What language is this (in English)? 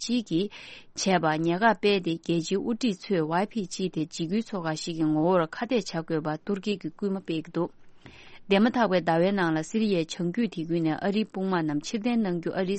Tibetan